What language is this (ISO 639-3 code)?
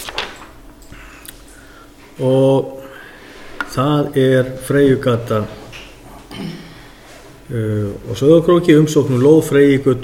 isl